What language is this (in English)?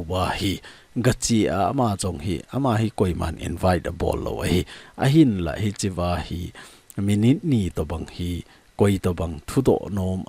Thado Chin